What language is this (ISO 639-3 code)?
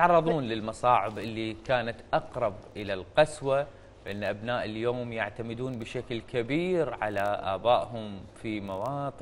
acm